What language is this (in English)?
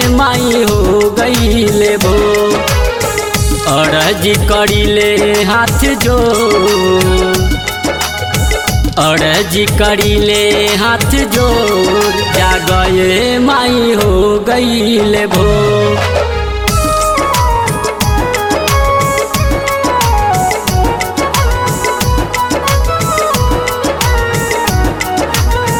Bhojpuri